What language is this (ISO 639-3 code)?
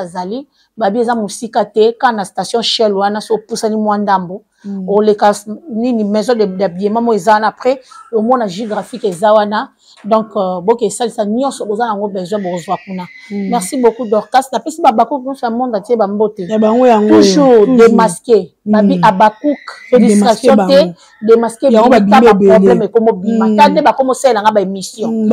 lin